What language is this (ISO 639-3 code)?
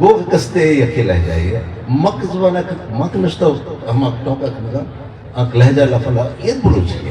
bgp